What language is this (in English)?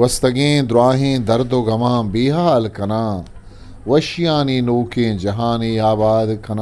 Eastern Balochi